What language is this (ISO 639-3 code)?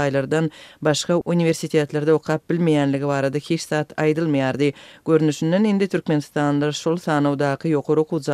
tuk